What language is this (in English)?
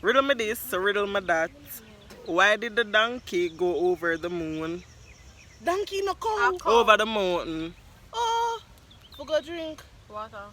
Jamaican Creole English